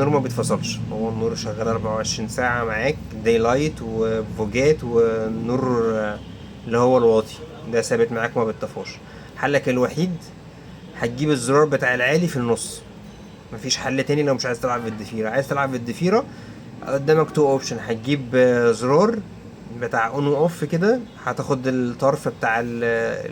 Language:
Egyptian Arabic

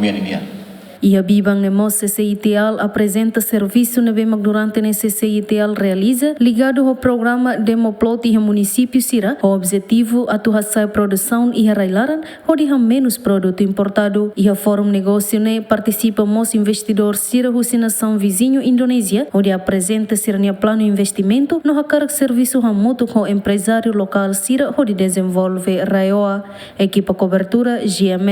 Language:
Tetum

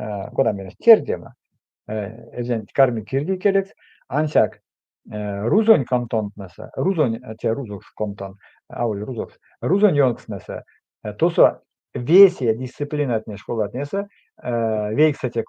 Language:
Erzya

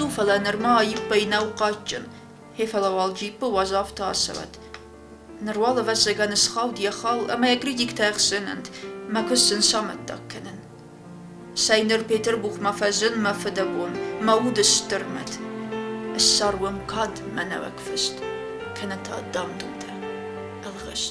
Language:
Ossetic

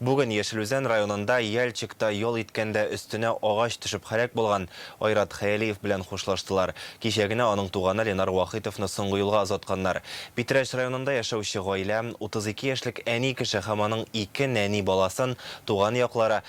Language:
Tatar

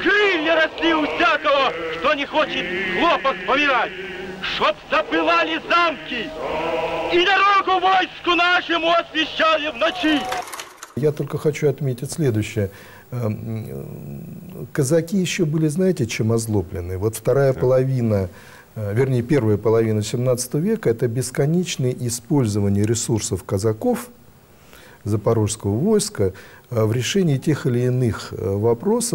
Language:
Russian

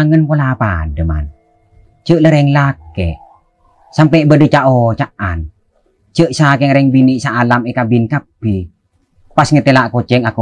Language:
Madurese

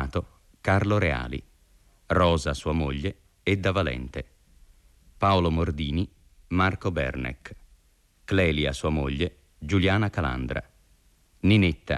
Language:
Italian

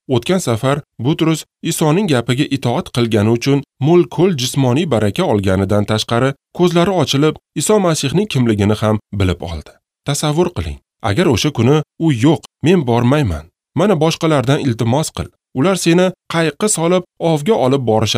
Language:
Uzbek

